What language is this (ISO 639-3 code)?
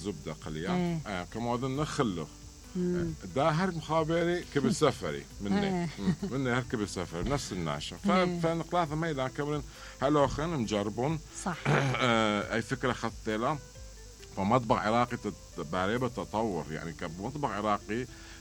acm